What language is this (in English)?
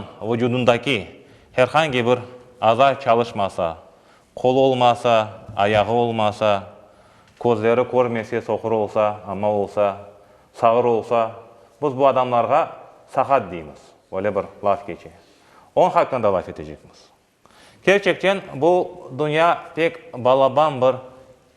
Crimean Tatar